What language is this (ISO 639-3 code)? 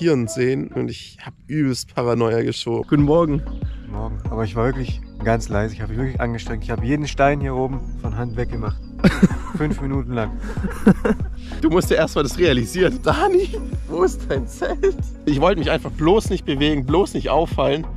deu